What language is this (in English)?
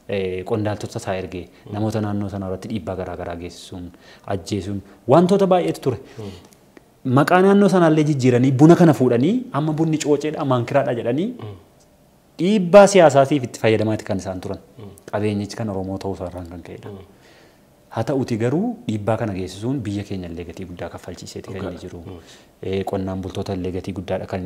Oromo